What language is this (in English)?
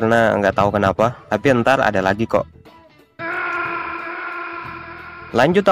Indonesian